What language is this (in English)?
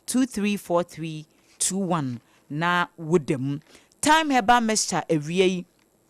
Akan